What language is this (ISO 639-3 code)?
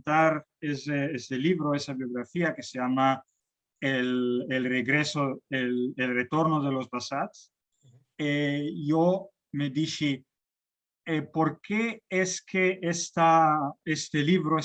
lad